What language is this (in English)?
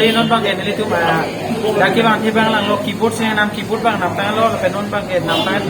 Karbi